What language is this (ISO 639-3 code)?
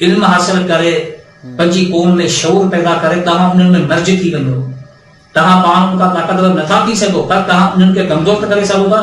snd